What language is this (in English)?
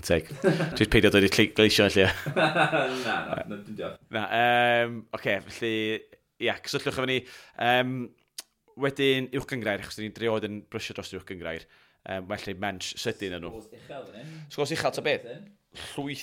Welsh